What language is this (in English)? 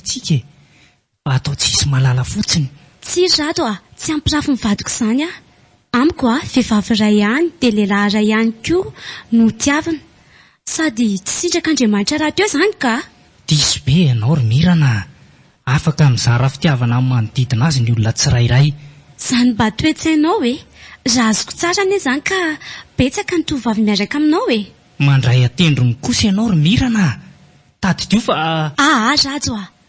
Malagasy